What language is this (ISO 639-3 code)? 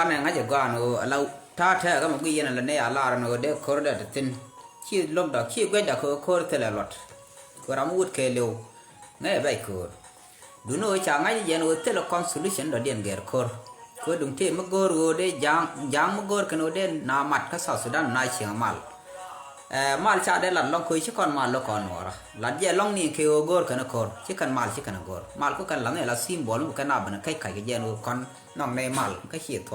nus